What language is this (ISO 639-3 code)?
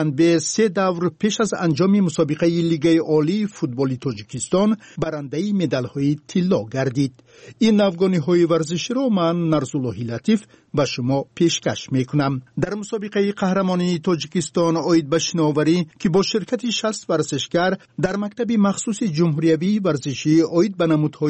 tgk